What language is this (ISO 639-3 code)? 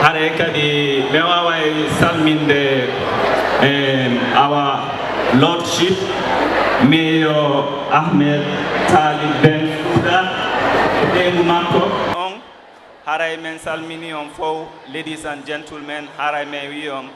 ful